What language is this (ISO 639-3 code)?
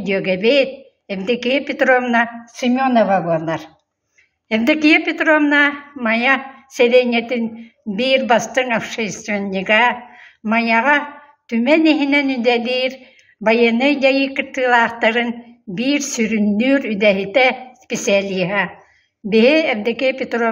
sah